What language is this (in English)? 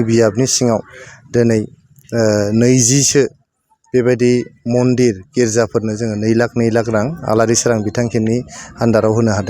Bodo